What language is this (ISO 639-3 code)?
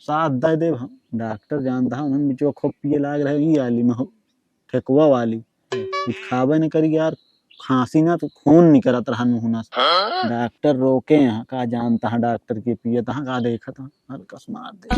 awa